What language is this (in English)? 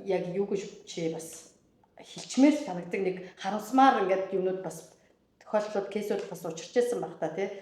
Mongolian